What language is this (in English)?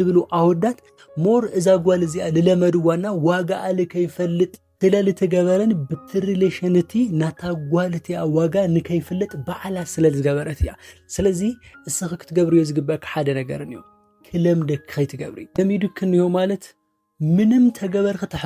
Tigrinya